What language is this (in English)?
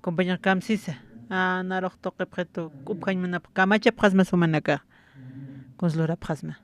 Aymara